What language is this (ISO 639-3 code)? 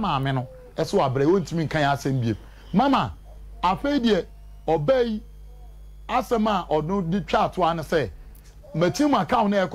aka